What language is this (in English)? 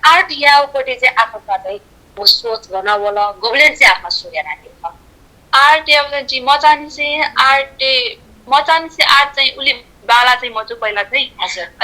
Newari